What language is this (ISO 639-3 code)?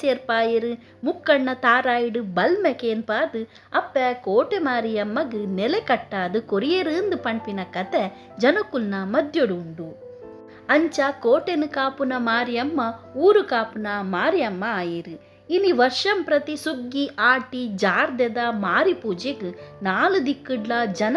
tcy